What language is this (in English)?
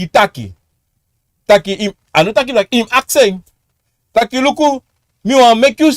Sranan Tongo